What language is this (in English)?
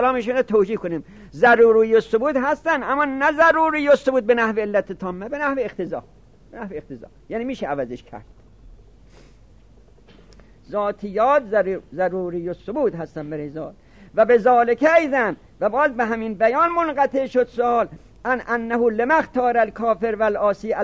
Persian